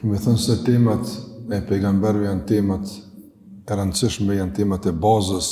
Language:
Albanian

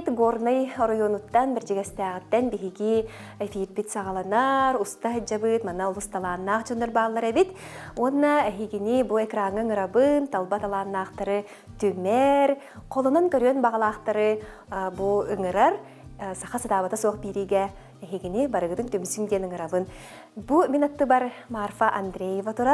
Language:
Yakut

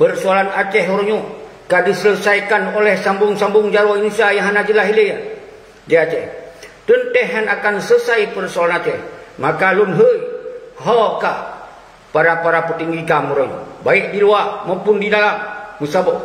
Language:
Achinese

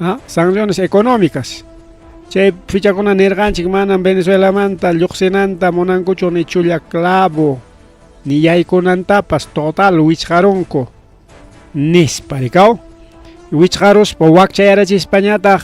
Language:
Ayacucho Quechua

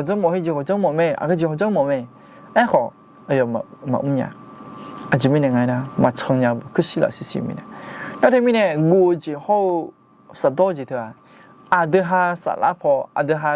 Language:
Akha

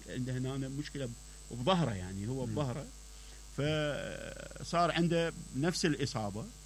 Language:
Mesopotamian Arabic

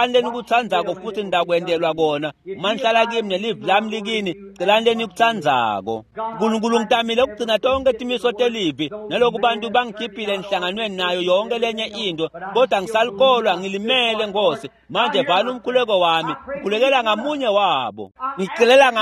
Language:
Swati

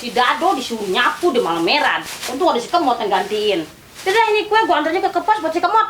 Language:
Betawi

